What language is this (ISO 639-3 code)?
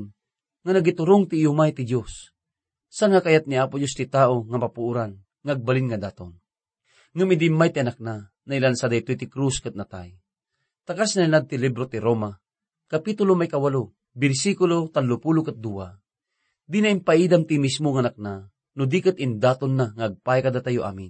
ilo